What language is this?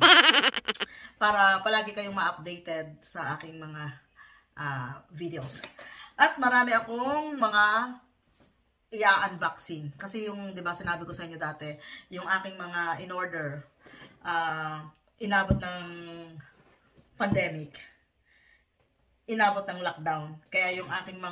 Filipino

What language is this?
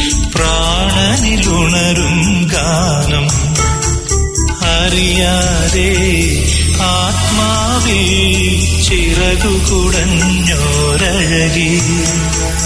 Malayalam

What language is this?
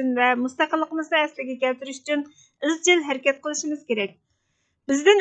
Uyghur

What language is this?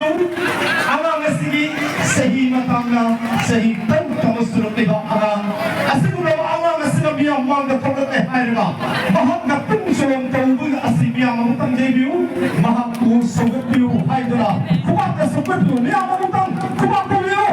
Manipuri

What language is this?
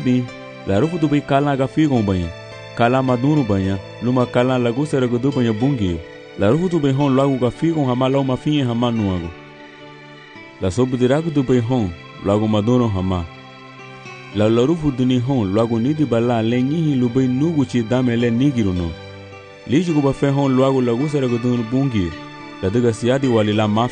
Garifuna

